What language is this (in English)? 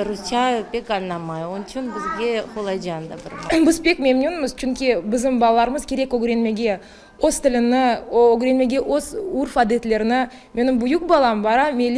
Crimean Tatar